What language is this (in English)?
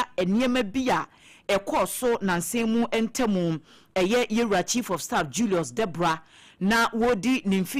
Akan